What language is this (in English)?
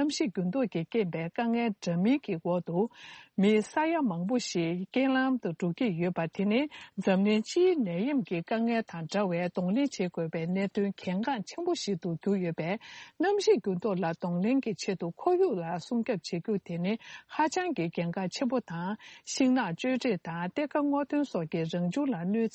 Tibetan